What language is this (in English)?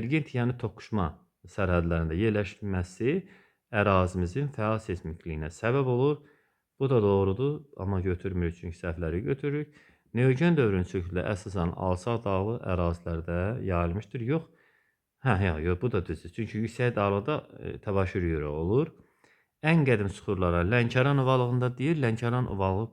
Azerbaijani